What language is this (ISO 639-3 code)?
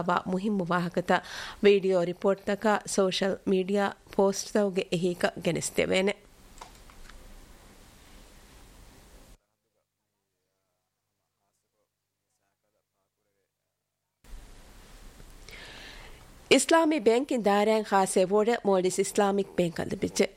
div